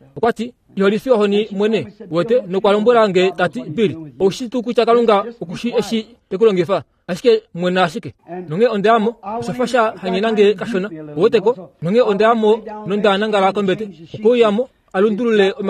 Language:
Kuanyama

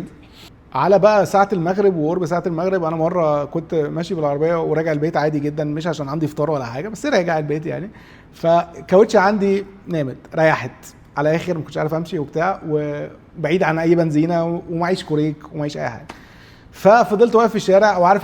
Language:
Egyptian Arabic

